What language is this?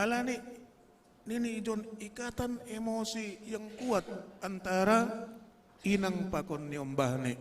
Batak Simalungun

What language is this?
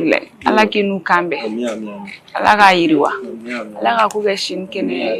Bambara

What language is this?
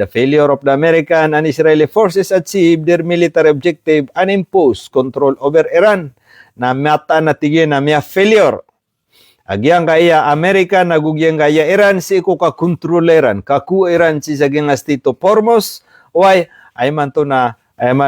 Maranao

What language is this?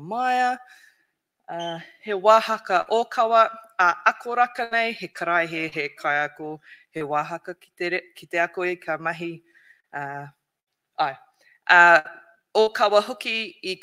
Māori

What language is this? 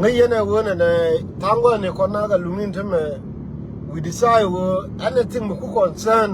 Nuer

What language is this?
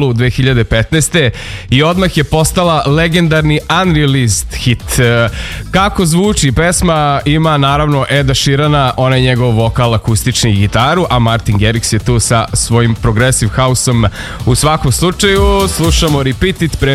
Serbian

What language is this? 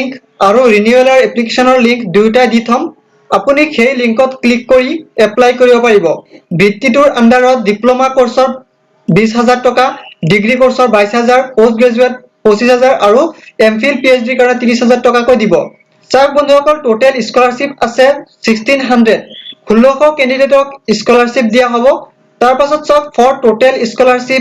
Assamese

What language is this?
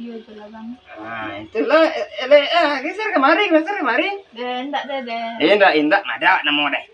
Minangkabau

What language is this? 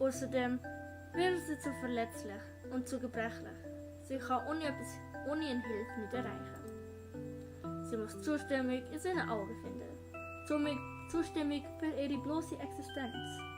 Swiss German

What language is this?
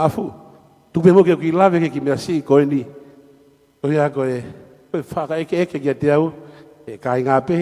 Tongan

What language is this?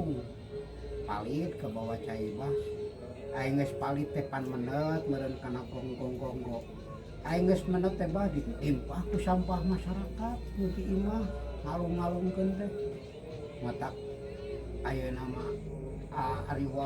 Sundanese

